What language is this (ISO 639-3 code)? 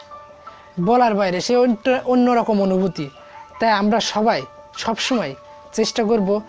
ben